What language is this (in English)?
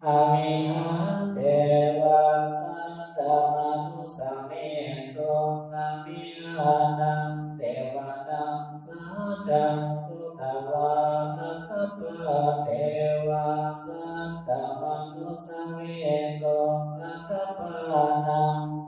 Pali